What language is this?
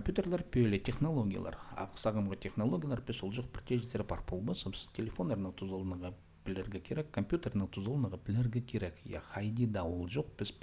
Khakas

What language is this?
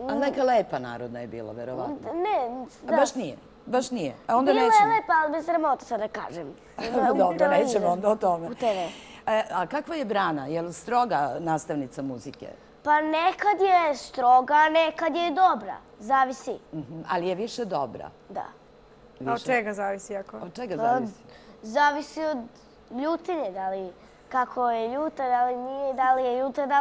Serbian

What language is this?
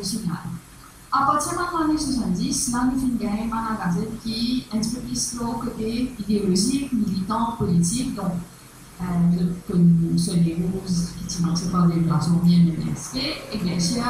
Morisyen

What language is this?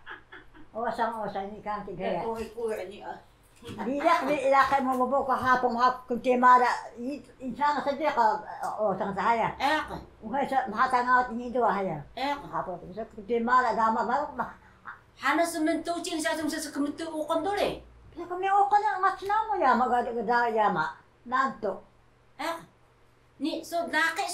Taroko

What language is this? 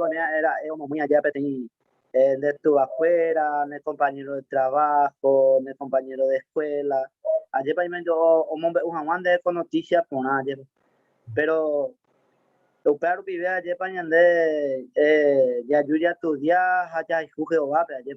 Guarani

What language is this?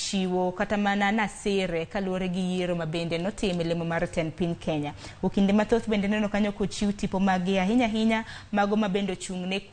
Luo (Kenya and Tanzania)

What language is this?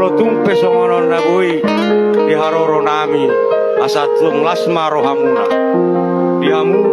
Batak Toba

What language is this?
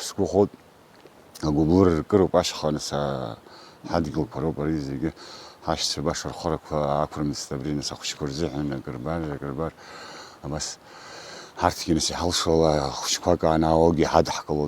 Abkhazian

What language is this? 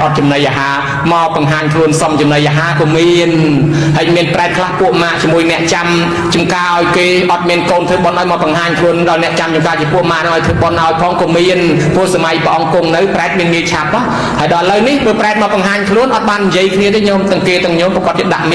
Khmer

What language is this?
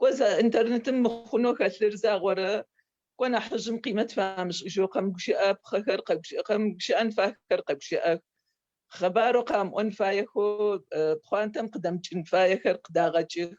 Adyghe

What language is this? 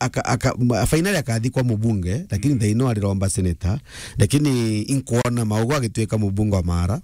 Meru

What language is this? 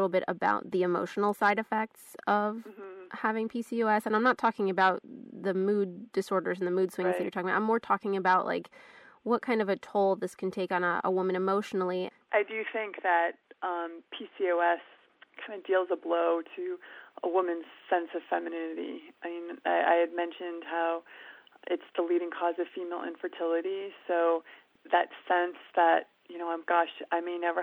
English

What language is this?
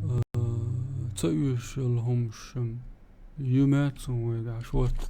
Chechen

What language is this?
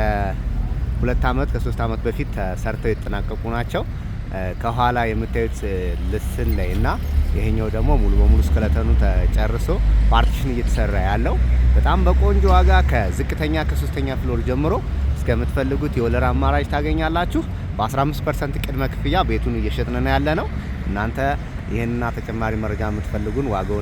Amharic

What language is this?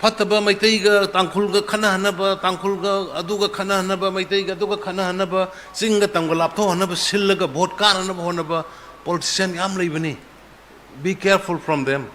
Manipuri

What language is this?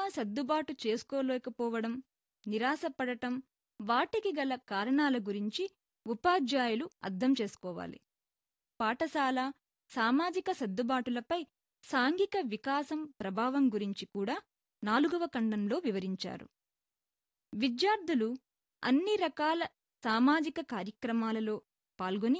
Telugu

